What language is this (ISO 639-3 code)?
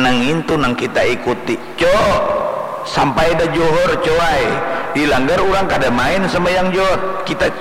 bjn